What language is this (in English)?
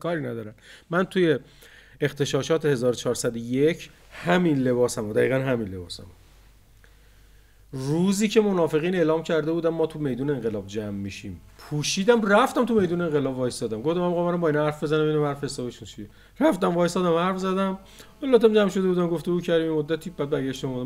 Persian